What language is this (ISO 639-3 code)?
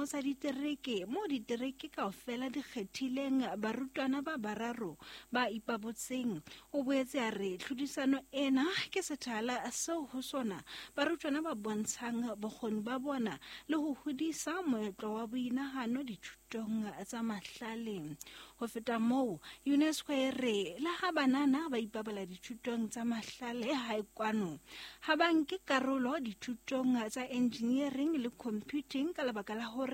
sot